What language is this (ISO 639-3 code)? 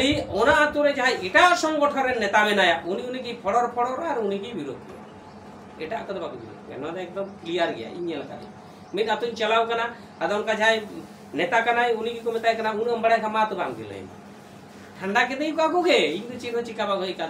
sat